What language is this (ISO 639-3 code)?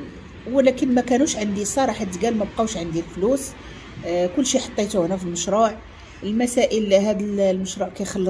ary